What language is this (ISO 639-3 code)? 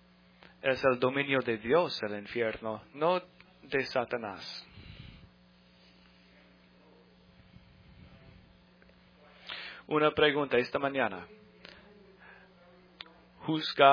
spa